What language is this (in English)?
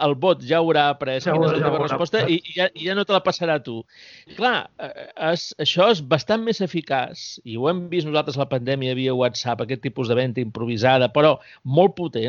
Catalan